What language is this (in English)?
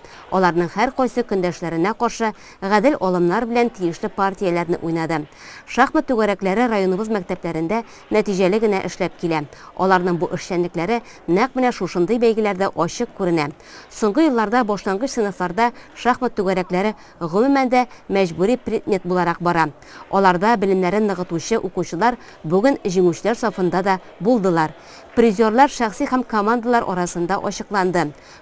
Tatar